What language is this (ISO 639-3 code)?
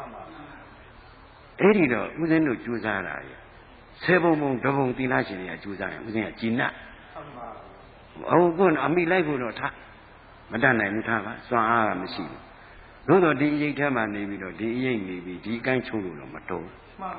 mya